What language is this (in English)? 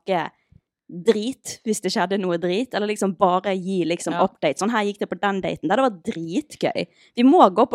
Norwegian